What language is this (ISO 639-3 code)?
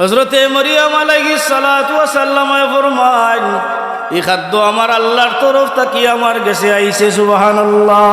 syl